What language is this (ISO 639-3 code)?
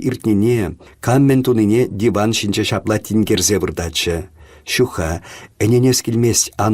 chv